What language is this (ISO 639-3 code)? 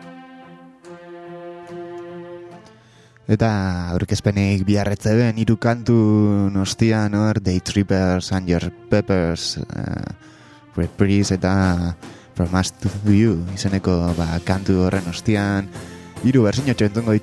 eus